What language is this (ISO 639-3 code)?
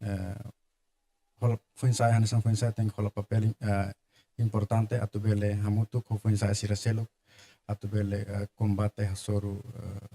tet